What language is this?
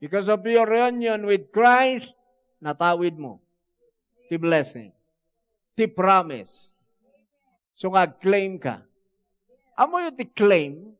Iloko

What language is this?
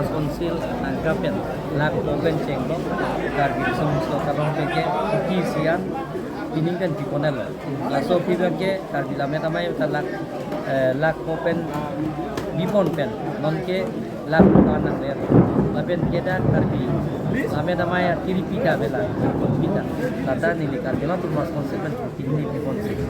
Karbi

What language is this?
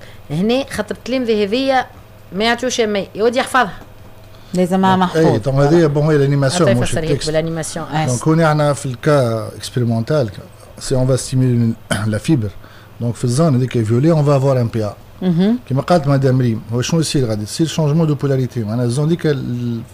Tunisian Arabic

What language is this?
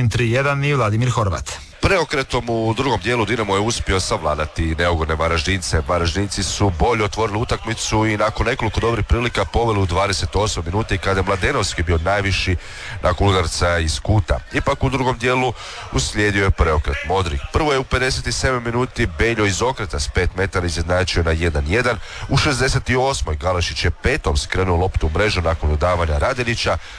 Croatian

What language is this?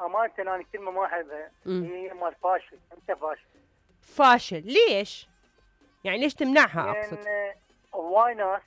Mesopotamian Arabic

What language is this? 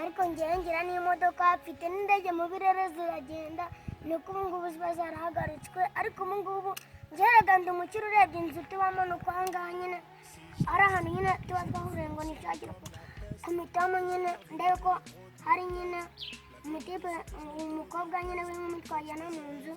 Kinyarwanda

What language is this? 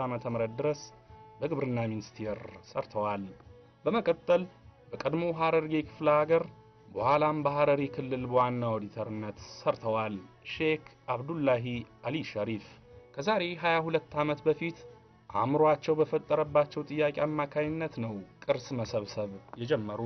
Amharic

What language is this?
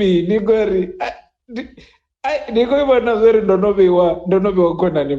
Venda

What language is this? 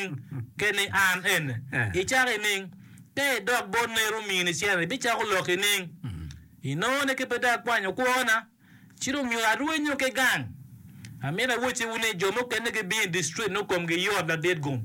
Acoli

